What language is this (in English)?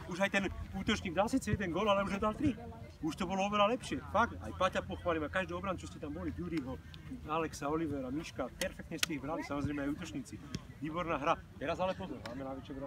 Slovak